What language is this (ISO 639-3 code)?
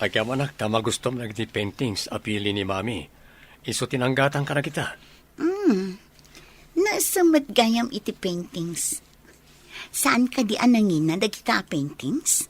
ilo